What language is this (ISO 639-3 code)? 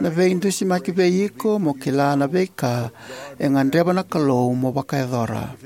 fij